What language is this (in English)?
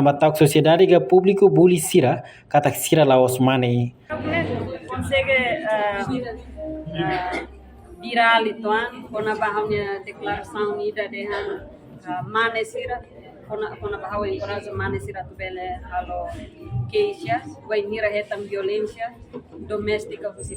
Tetum